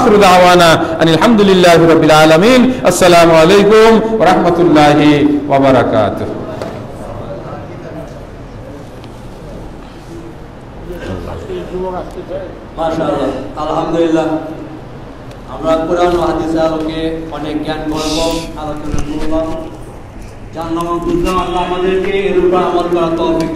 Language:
Bangla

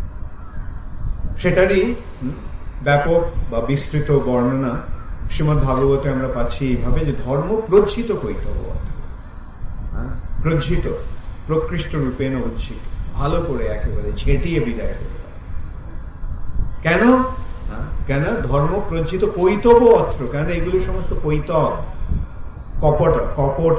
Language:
Bangla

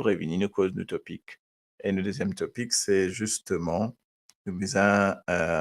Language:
Morisyen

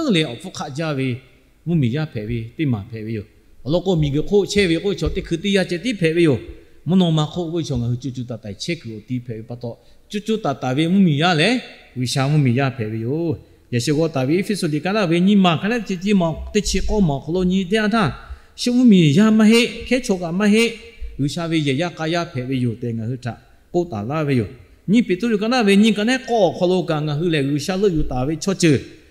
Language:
Lahu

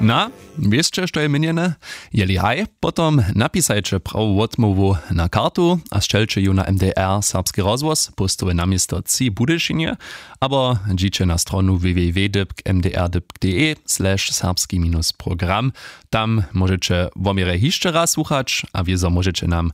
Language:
Upper Sorbian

